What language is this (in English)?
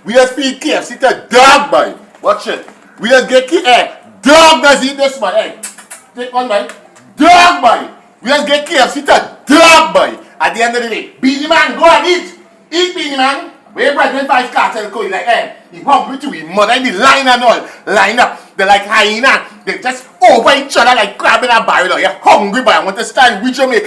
Jamaican Creole English